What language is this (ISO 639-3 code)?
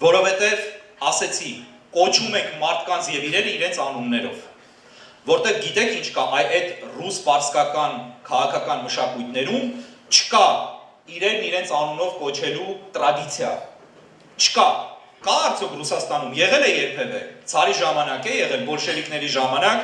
hyw